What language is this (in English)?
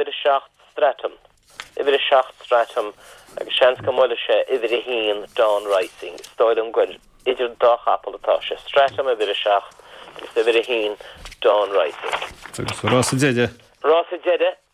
Irish